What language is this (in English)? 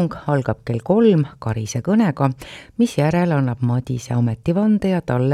Estonian